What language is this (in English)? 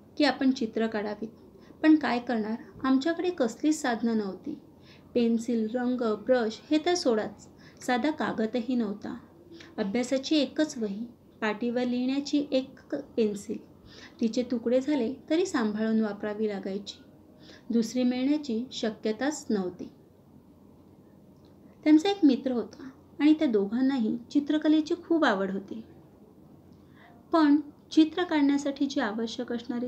Marathi